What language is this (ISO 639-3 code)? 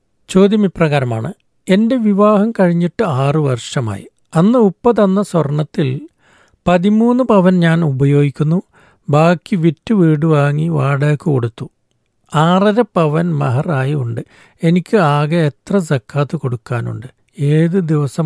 mal